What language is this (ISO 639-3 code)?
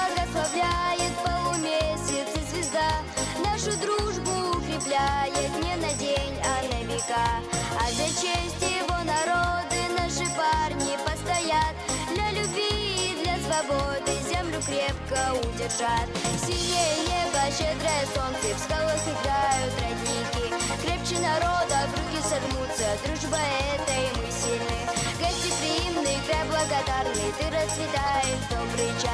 abk